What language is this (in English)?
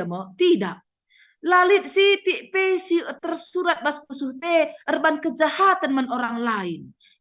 Batak Karo